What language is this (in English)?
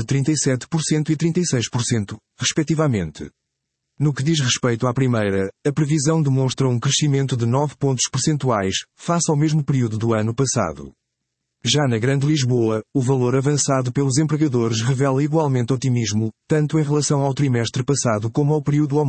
Portuguese